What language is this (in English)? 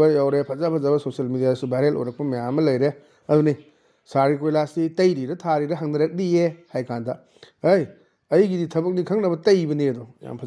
Manipuri